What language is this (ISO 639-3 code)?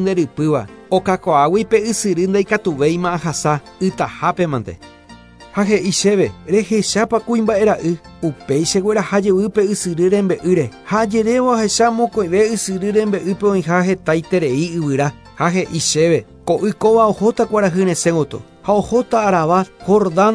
grn